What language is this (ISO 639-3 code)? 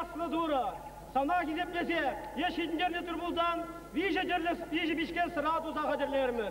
chv